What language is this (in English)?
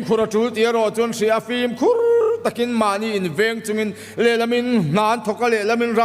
Mizo